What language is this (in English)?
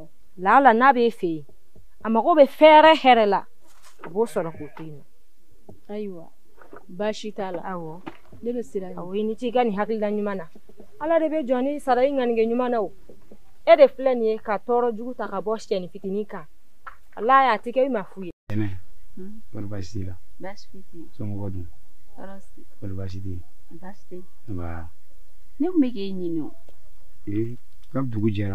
Bambara